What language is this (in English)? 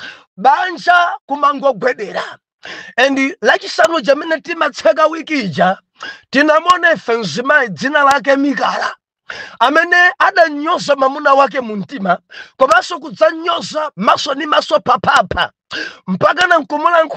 Nyanja